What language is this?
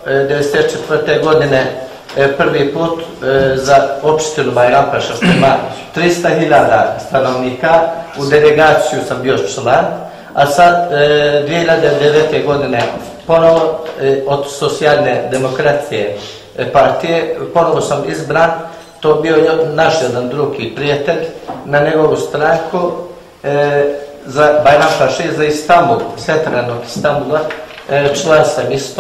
Bosnian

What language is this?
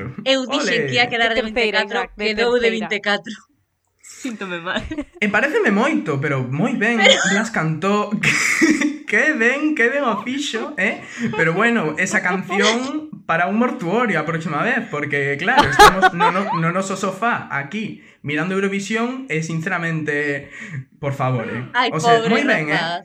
Galician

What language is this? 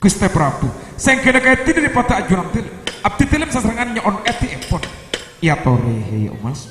Madurese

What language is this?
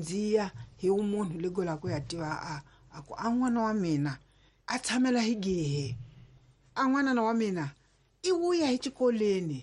Tsonga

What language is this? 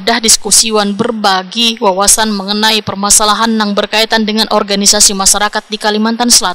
Banjar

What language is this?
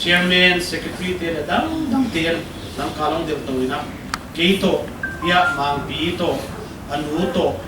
Paite Chin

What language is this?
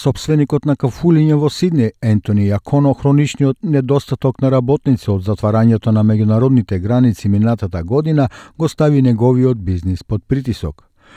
Macedonian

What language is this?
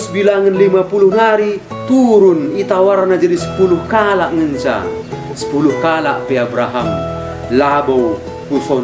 Batak Karo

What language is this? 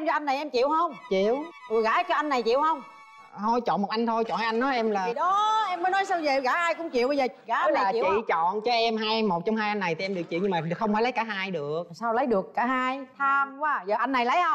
Vietnamese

